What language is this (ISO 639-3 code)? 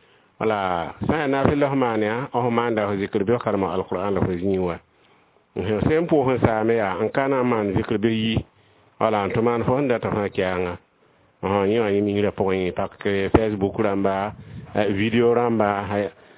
mos